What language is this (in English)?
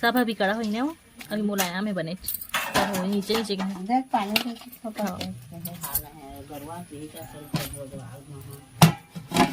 Chhattisgarhi